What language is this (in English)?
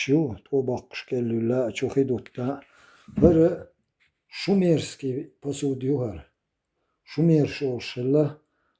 Chechen